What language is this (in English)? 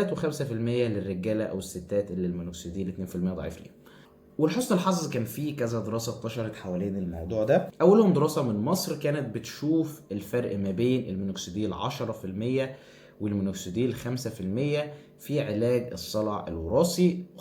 Egyptian Arabic